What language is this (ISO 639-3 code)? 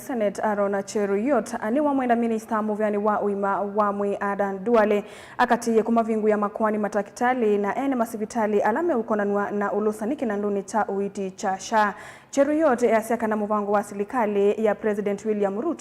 kam